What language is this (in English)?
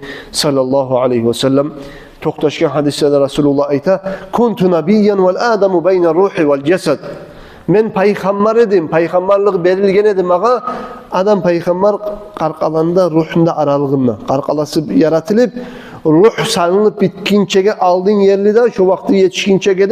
Kumyk